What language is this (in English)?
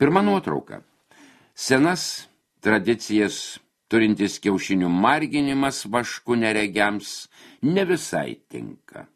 Lithuanian